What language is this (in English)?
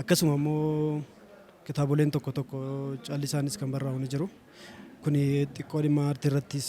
Oromo